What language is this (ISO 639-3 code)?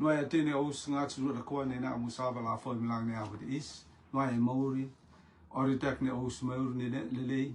rtm